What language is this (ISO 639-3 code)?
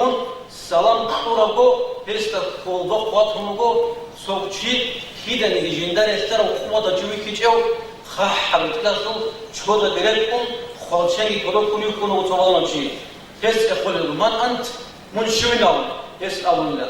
ava